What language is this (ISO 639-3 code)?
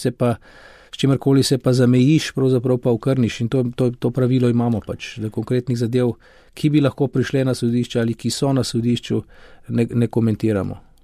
slv